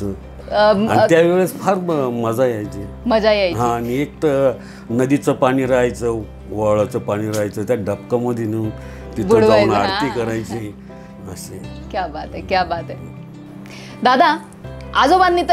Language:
Marathi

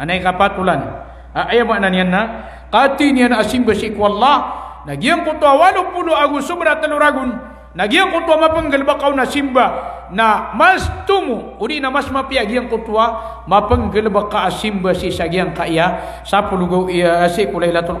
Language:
Maranao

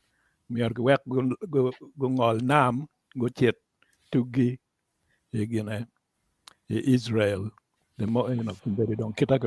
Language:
Acoli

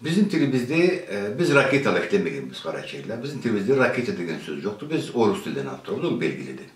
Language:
Karachay-Balkar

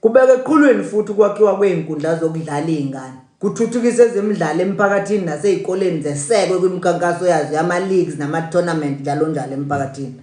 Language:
Zulu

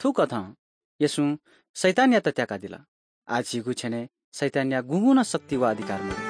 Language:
Newari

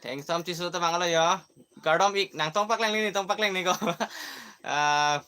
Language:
Karbi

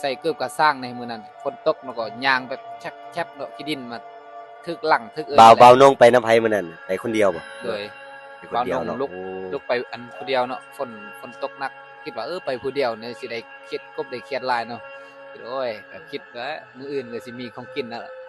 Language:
Lao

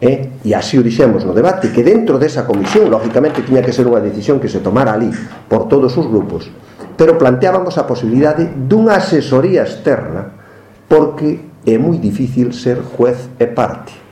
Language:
Galician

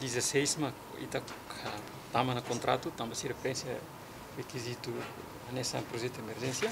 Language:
Tetum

